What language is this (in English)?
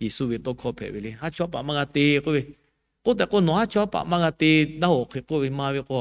Lahu